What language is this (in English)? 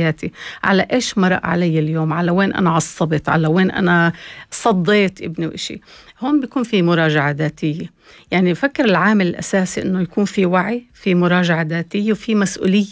North Levantine Arabic